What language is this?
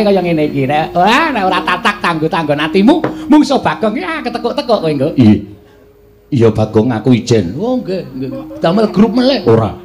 Javanese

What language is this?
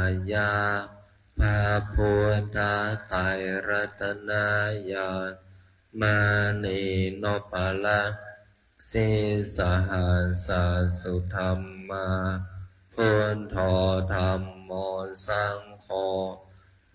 Pali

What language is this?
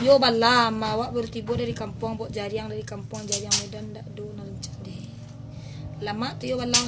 Minangkabau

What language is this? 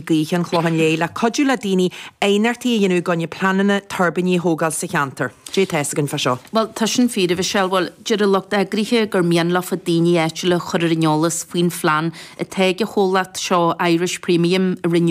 Irish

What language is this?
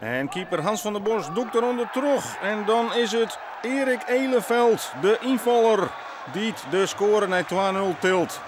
Western Frisian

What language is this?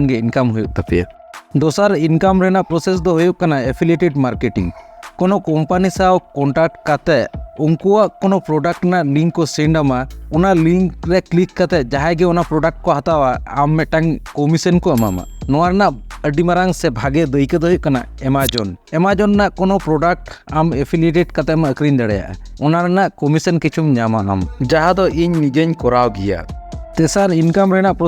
Santali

